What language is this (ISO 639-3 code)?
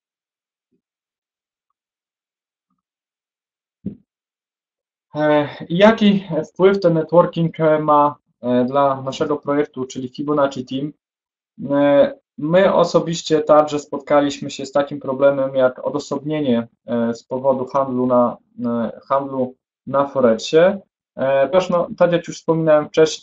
pol